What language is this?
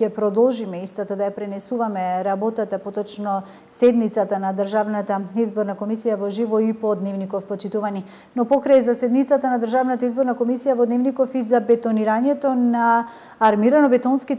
Macedonian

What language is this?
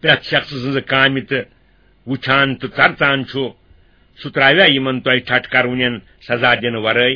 Kashmiri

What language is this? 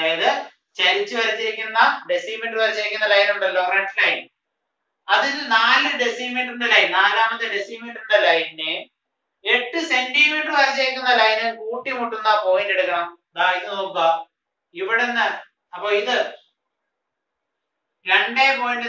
Malayalam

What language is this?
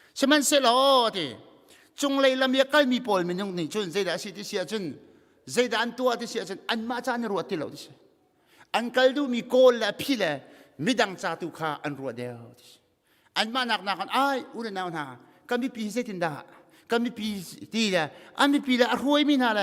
Hakha Chin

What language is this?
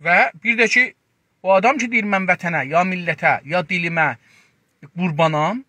South Azerbaijani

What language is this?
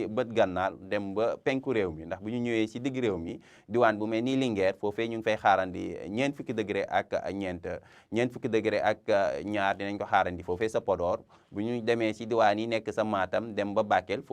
Wolof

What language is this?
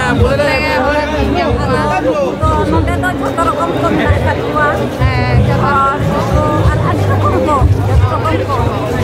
Santali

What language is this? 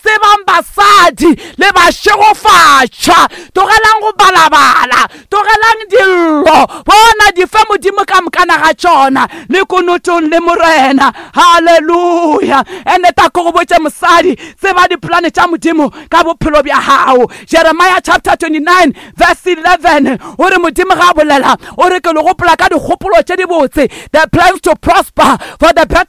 Northern Sotho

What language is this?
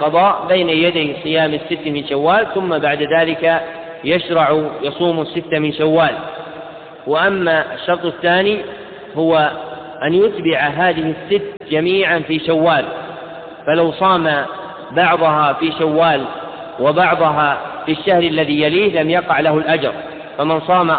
Arabic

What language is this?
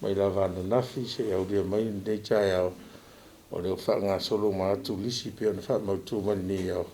Samoan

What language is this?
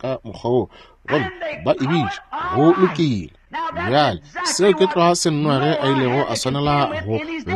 Northern Sotho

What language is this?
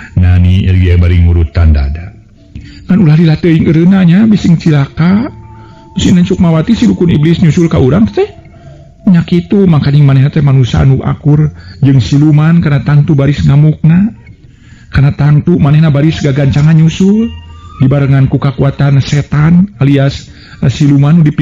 Sundanese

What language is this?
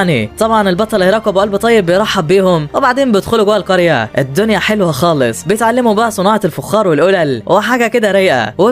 Egyptian Arabic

